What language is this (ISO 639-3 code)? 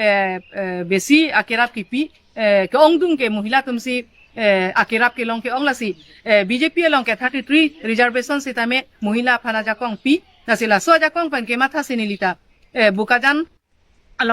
mjw